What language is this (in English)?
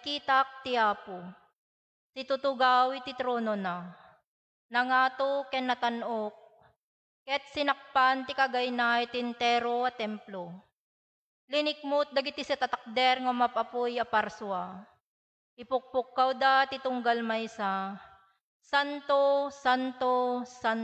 Iloko